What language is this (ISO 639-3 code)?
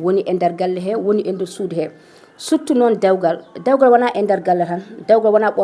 ful